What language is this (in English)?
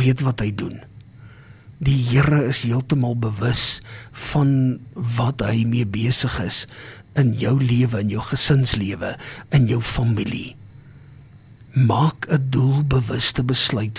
Afrikaans